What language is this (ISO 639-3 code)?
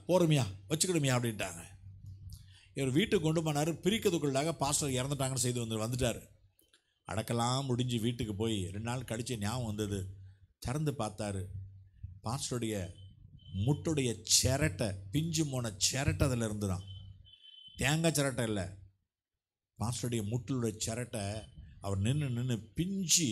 tam